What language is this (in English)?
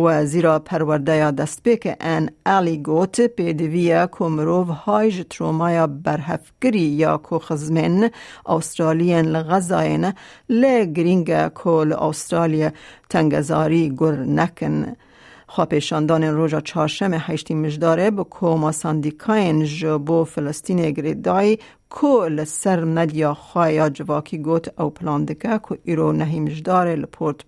Kurdish